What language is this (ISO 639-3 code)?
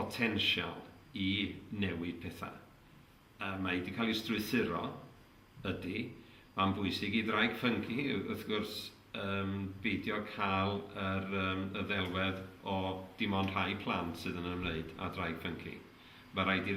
cym